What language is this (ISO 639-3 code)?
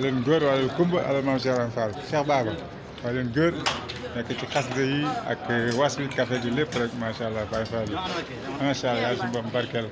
wol